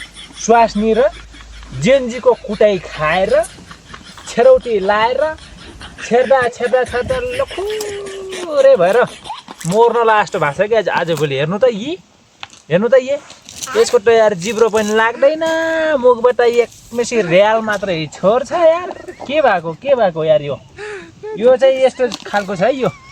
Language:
Nepali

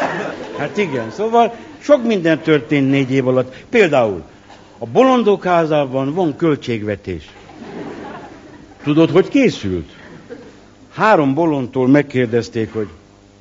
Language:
Hungarian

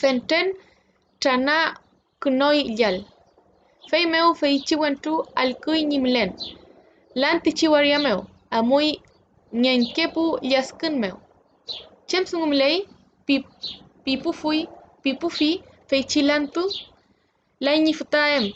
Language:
Mapuche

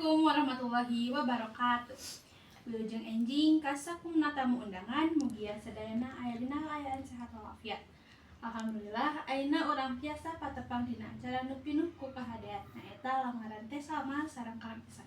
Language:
Sundanese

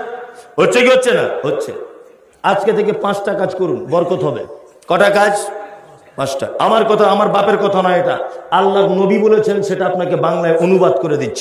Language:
Bangla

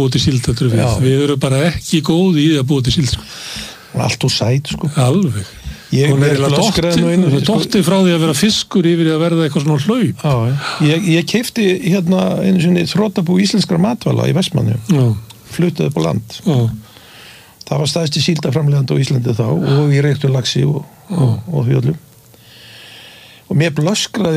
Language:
Icelandic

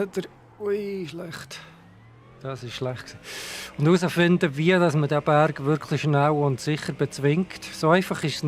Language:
Swiss German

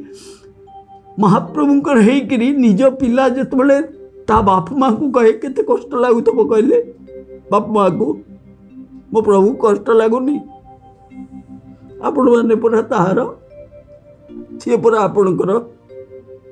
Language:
Odia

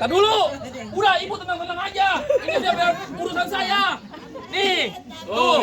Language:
Betawi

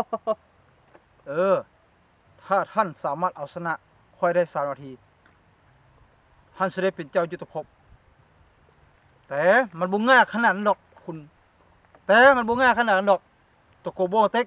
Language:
Lao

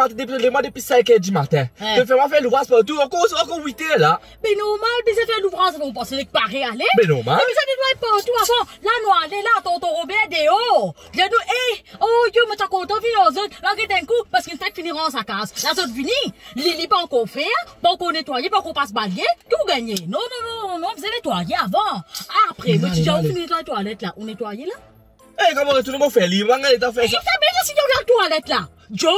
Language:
Morisyen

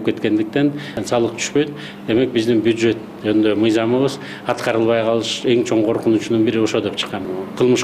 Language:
Kyrgyz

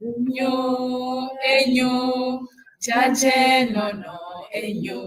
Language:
Ewe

